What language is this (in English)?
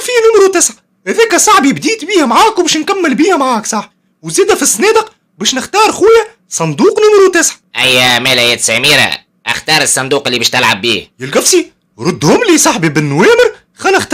Tunisian Arabic